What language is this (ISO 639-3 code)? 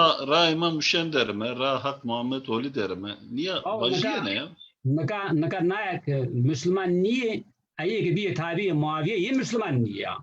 zza